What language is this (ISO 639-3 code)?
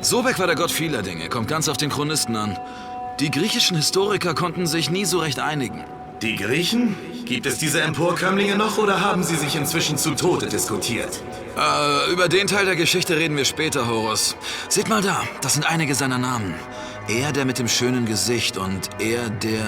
bar